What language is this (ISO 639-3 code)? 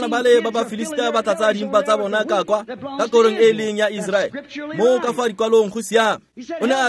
tsn